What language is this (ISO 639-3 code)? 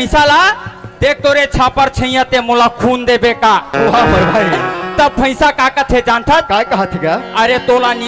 hne